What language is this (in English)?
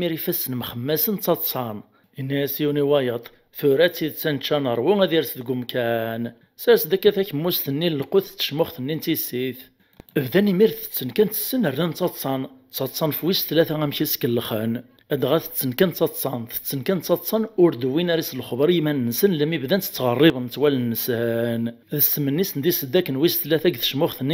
Kabyle